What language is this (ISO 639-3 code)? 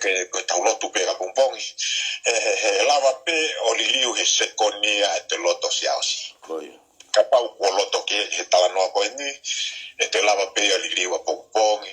ton